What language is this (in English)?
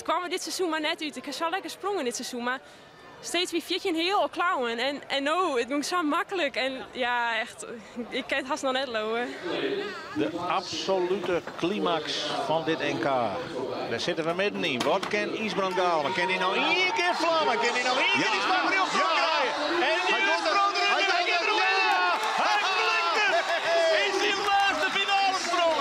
Western Frisian